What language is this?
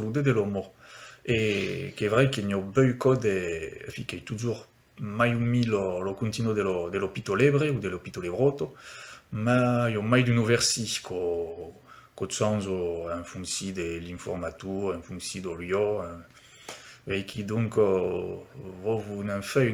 Occitan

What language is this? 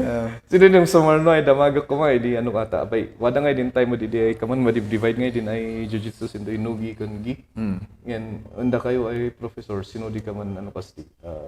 Kankanaey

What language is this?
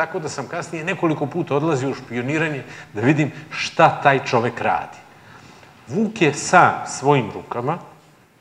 Serbian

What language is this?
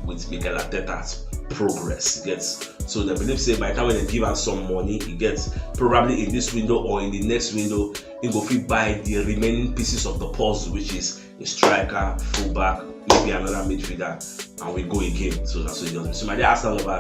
Nigerian Pidgin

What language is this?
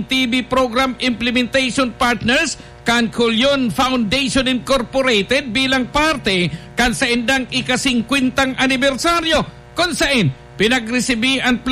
Bikol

